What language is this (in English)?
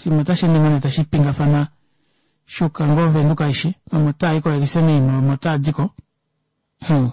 Kuanyama